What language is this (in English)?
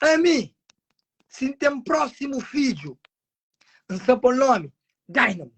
Kabuverdianu